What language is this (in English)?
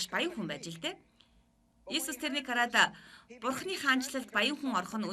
Mongolian